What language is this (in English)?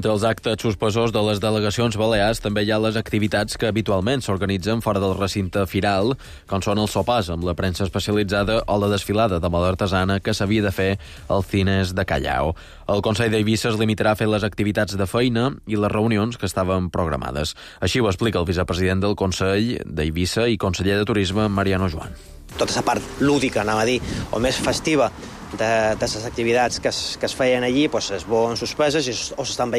Catalan